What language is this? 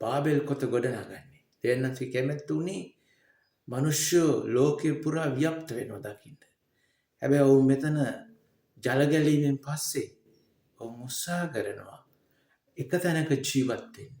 Sinhala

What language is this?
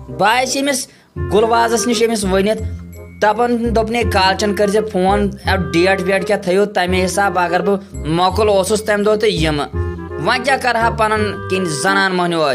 Kashmiri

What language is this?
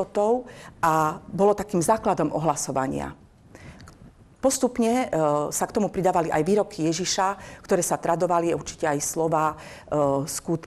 Slovak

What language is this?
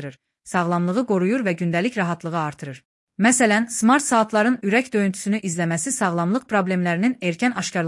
Azerbaijani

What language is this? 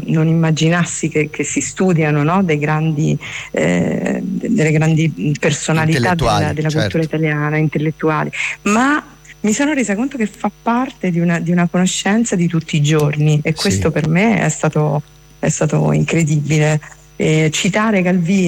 Italian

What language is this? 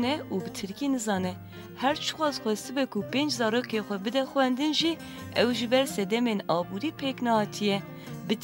Kurdish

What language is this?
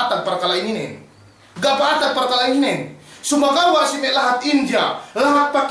Yakan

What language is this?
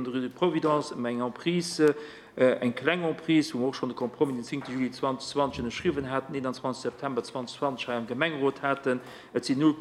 Luxembourgish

